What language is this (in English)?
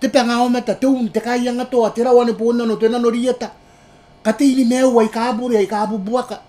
Gilbertese